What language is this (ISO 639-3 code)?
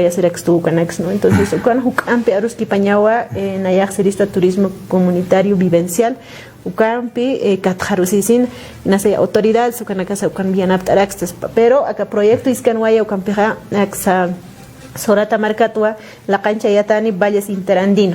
aym